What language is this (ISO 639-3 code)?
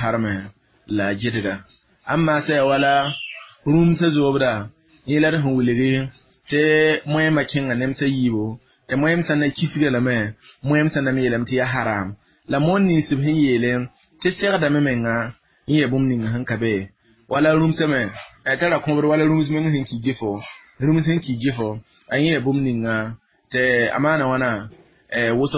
mos